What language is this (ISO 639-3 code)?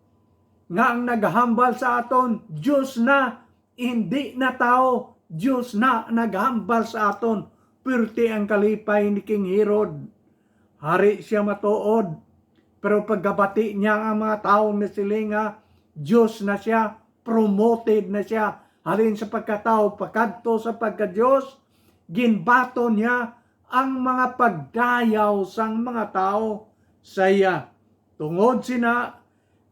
hil